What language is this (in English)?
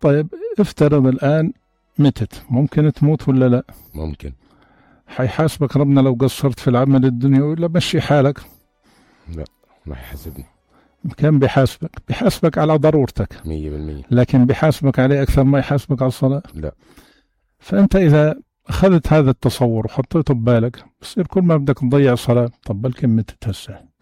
North Levantine Arabic